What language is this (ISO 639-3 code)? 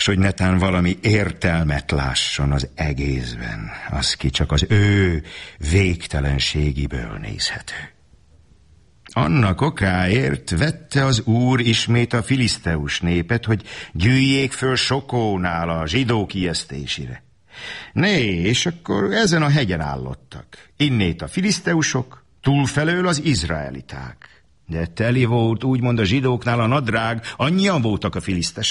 hun